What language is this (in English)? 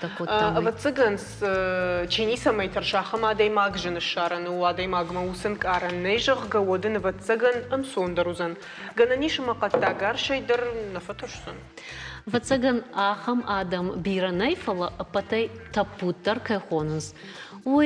Ossetic